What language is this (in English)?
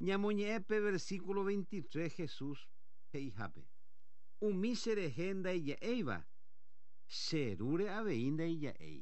Guarani